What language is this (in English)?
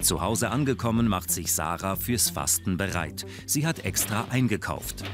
Swiss German